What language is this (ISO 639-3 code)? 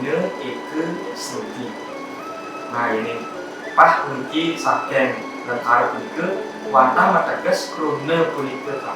ban